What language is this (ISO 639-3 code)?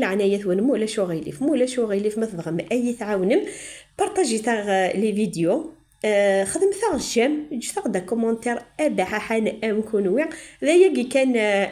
kab